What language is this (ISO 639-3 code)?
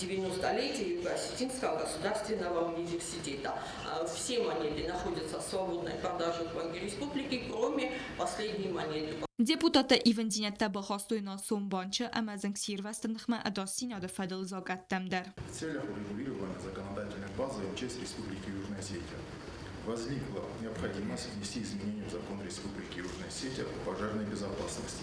oss